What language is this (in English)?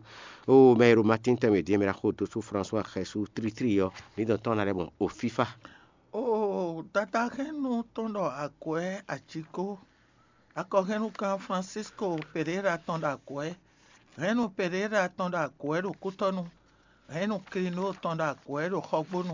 Fon